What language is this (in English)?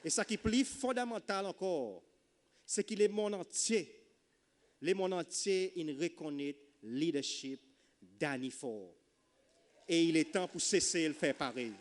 Seselwa Creole French